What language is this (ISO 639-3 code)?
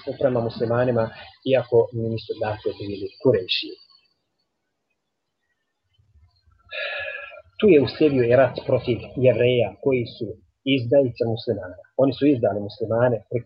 bos